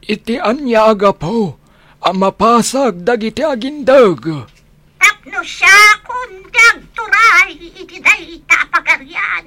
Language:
Iloko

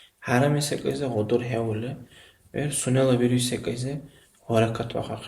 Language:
Dargwa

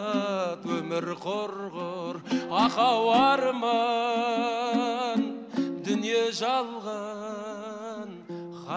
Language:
Kazakh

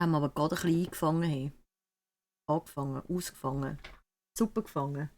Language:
Swiss German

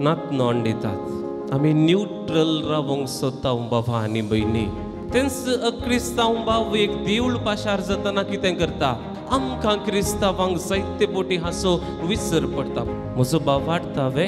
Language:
Konkani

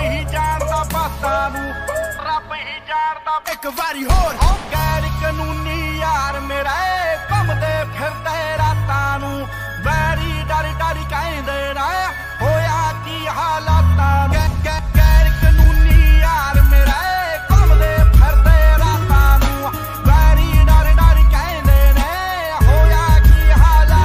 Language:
Punjabi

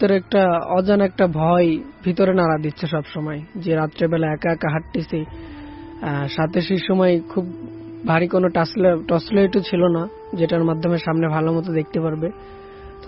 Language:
Bangla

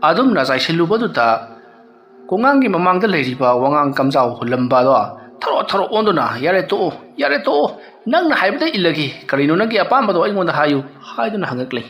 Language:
Manipuri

